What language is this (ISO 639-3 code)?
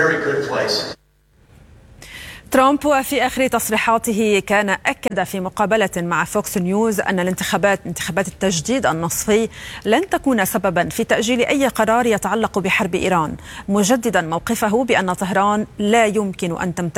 ara